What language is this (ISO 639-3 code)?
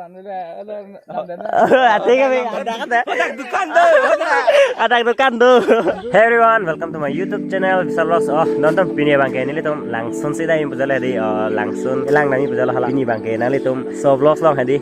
mjw